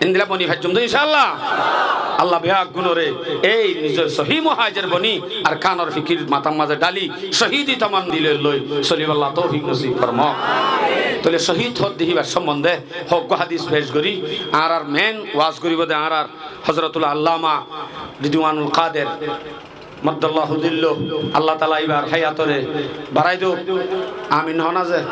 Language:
Rohingya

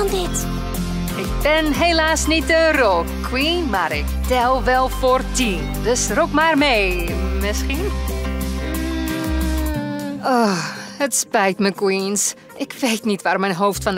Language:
Dutch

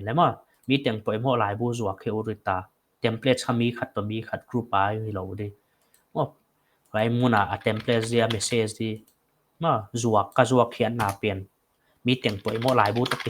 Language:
Paite Chin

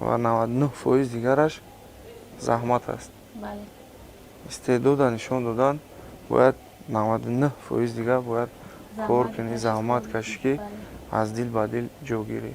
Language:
Tajik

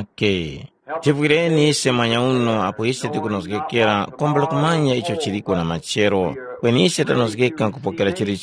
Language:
Tumbuka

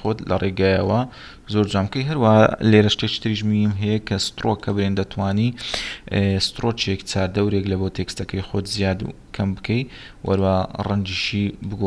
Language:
Central Kurdish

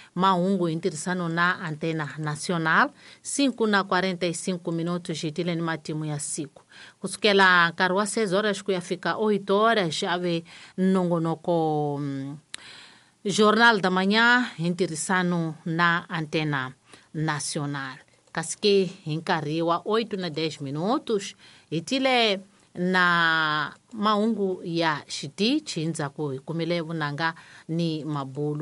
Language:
Tsonga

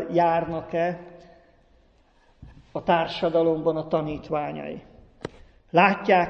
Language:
Hungarian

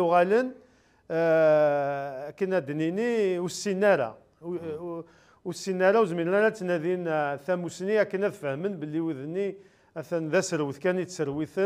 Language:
Kabyle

